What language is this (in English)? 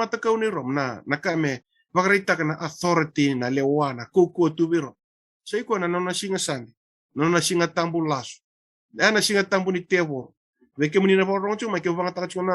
Fijian